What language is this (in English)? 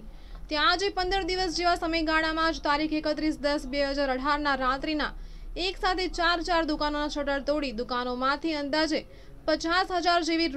Gujarati